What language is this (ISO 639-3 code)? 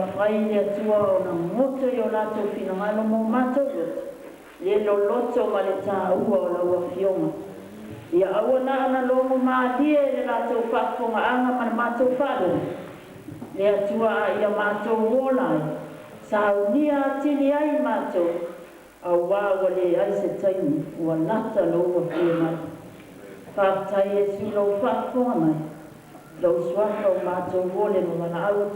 smo